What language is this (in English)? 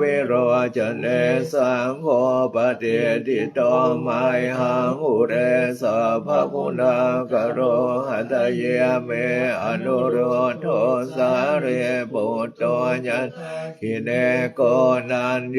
Pali